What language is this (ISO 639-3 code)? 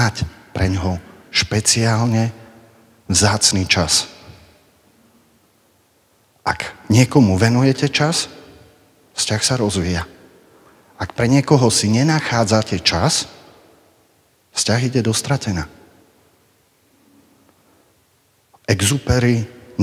slk